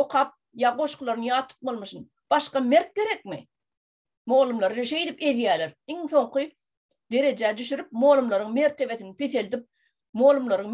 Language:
Turkmen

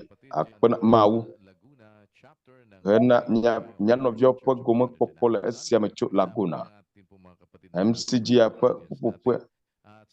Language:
Ewe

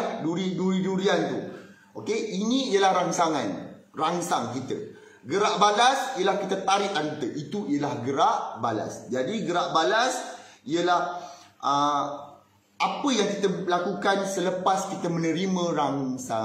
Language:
Malay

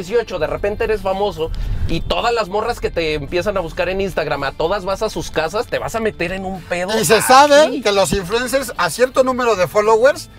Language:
Spanish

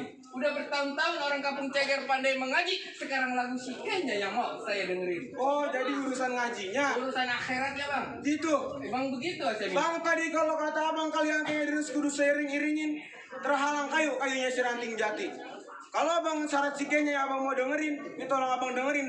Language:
Betawi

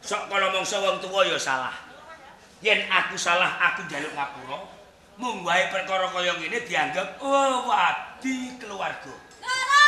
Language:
Javanese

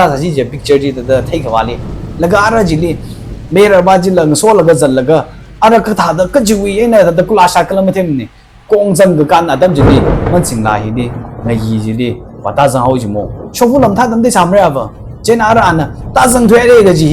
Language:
Tangkhul Naga (India)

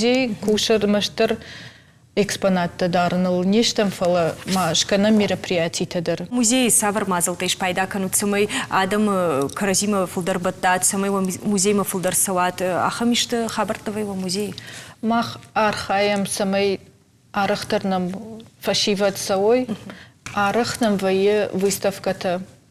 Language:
Ossetic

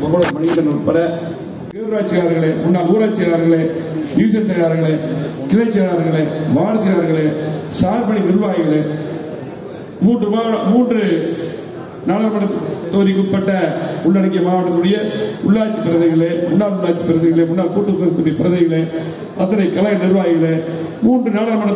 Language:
Tamil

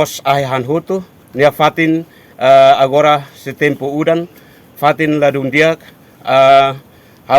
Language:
Tetum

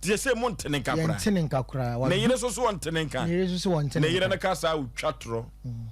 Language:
Akan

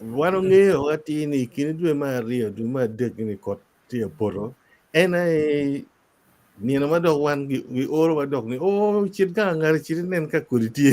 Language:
Acoli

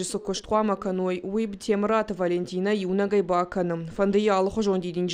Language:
Ossetic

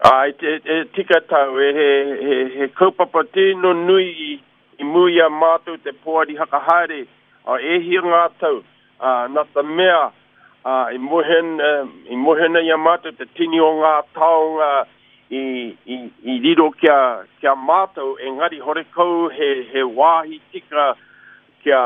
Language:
Māori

